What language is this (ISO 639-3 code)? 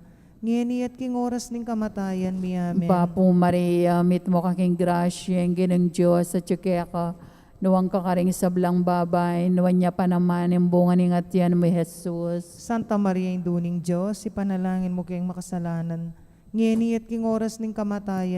pam